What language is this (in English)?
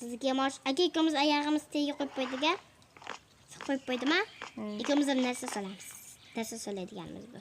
Uzbek